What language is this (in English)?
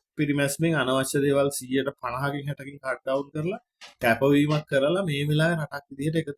Sinhala